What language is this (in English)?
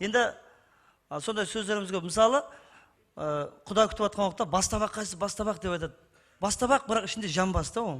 Kara-Kalpak